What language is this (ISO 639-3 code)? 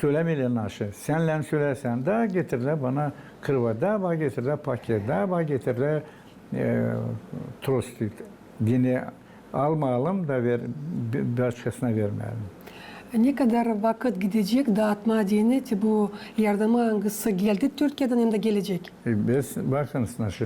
gag